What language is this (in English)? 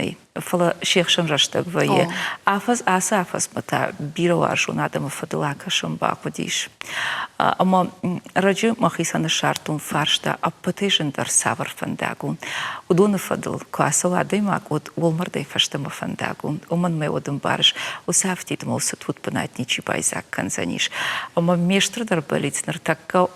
Ossetic